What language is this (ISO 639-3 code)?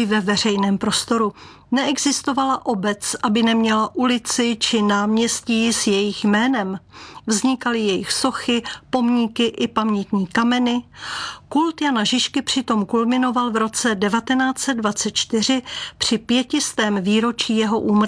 ces